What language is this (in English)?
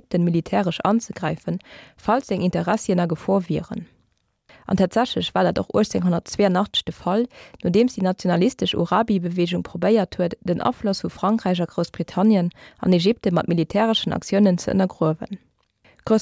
Luxembourgish